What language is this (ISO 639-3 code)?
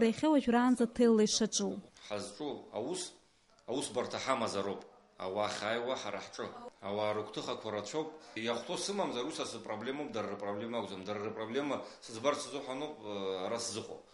abk